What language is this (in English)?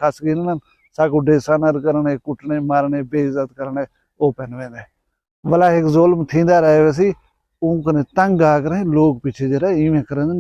Saraiki